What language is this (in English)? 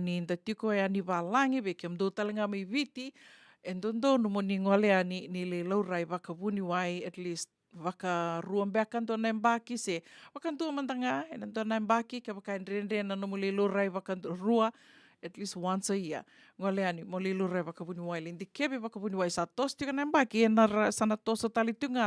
Fijian